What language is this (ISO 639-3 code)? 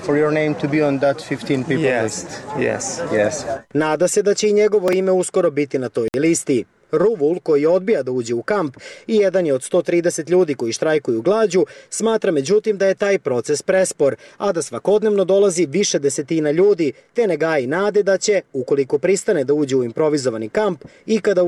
srp